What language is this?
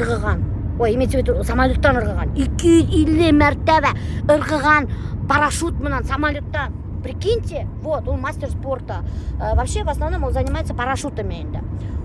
Bashkir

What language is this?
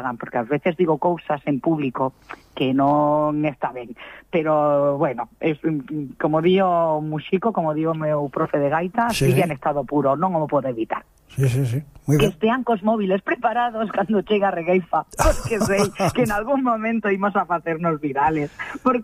Galician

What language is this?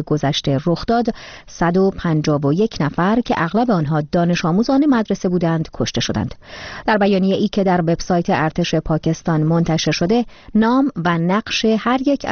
Persian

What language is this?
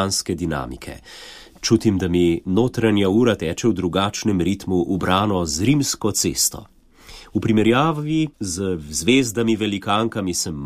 Slovenian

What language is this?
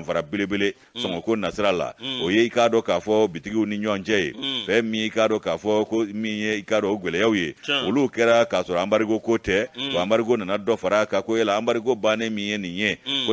Bambara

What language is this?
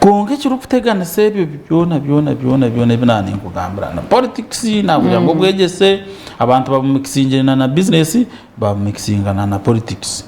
Nyankole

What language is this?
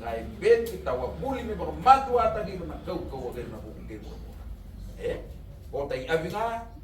Fijian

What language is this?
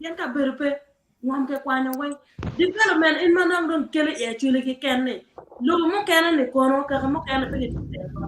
Acoli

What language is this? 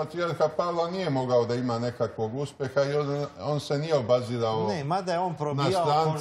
Serbian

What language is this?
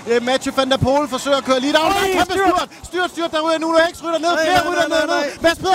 Danish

